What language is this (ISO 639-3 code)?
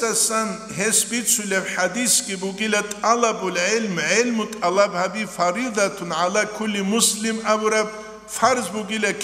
ava